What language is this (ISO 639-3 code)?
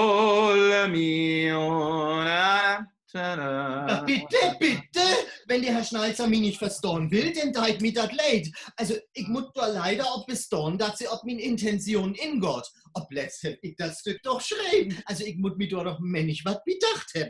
nds